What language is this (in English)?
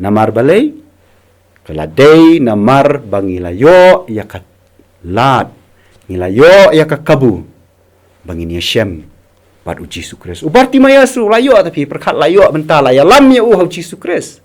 Khasi